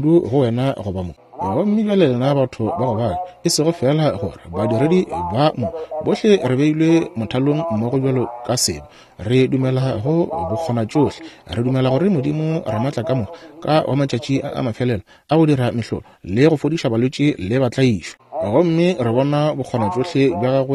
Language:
Northern Sotho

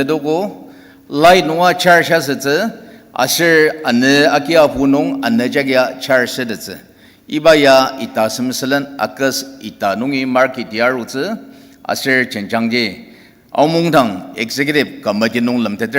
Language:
Ao Naga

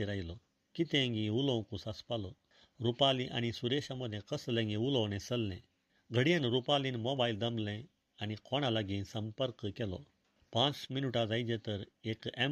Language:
Konkani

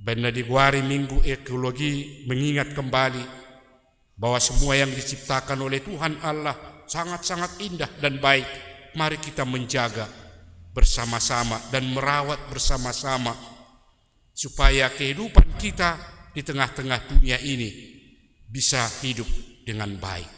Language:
Batak Toba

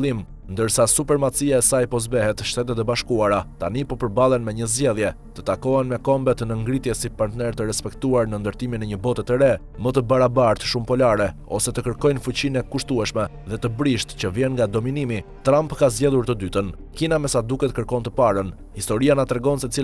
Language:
Albanian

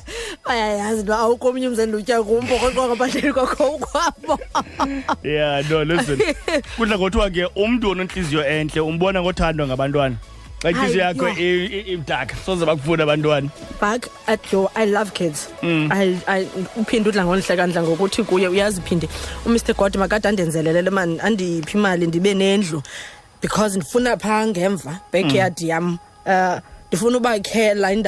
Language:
Xhosa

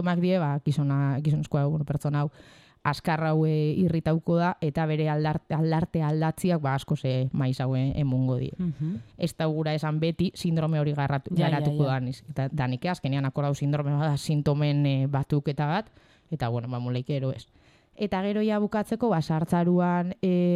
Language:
Basque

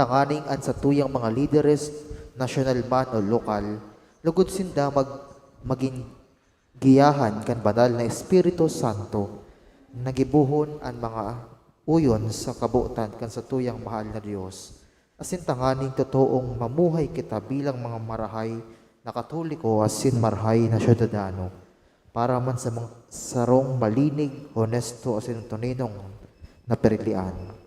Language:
Bikol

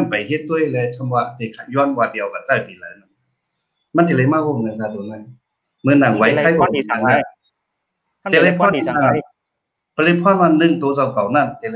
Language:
Shan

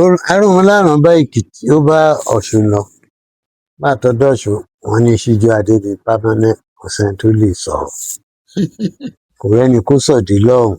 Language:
Yoruba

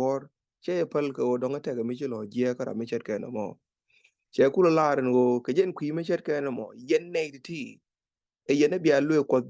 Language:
Nuer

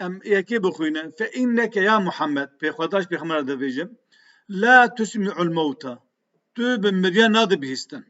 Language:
Kurdish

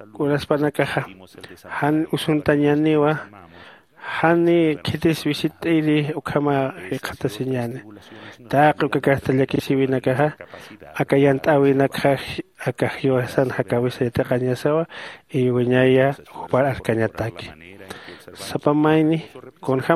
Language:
Aymara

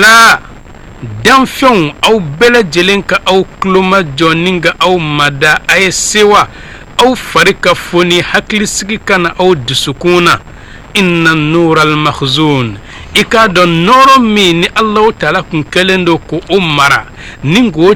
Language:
Bambara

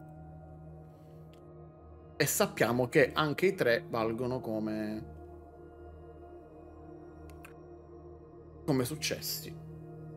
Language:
Italian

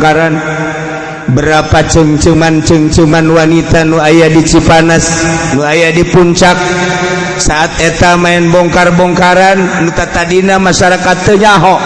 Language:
Sundanese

